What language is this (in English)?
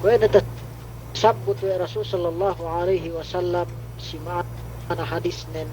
Yakan